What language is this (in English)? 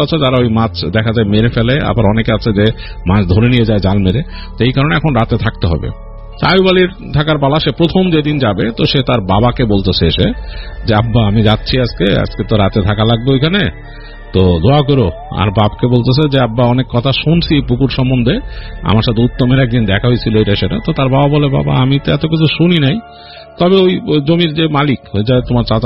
Bangla